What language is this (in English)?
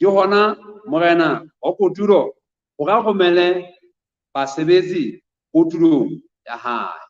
Southern Sotho